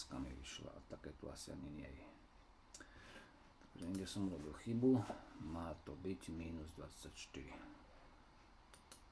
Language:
Slovak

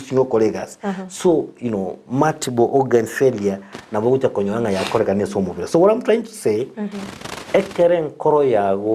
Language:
Gusii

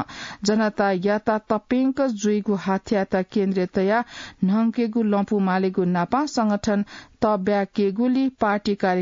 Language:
Newari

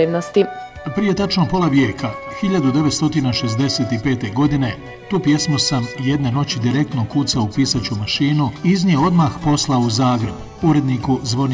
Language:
Bosnian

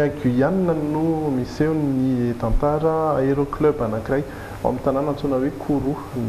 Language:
Malagasy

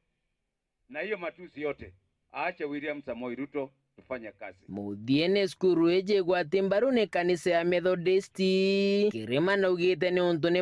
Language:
Meru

